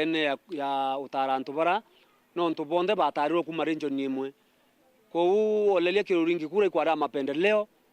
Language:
Meru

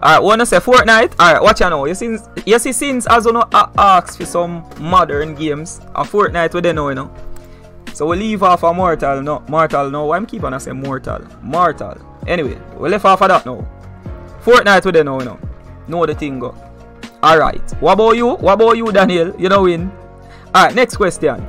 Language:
Jamaican Creole English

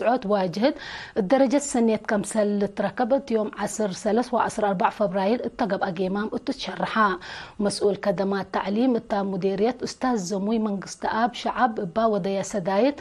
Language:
Tigre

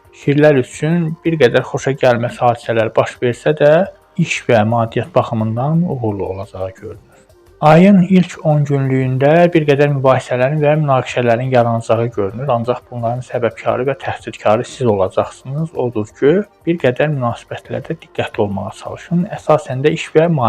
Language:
Azerbaijani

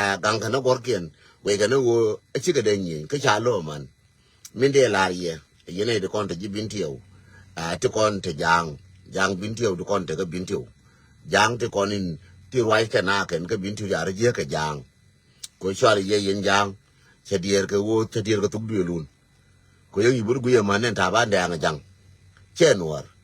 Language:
Nuer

